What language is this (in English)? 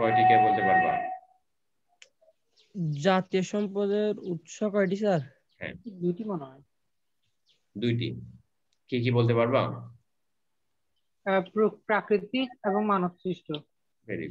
Bangla